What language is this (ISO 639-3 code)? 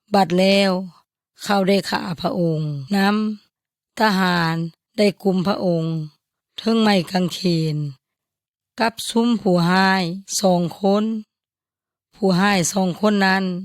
yoy